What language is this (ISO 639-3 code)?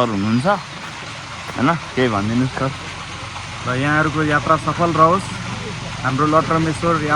nep